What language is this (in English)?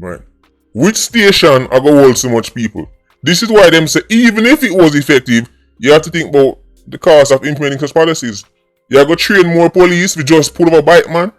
Jamaican Creole English